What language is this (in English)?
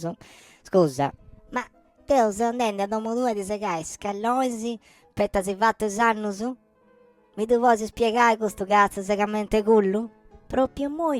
Sardinian